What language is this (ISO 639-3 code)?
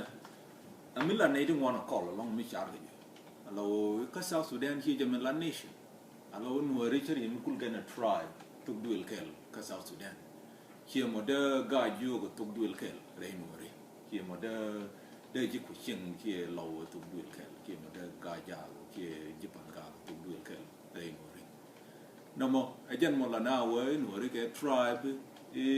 nus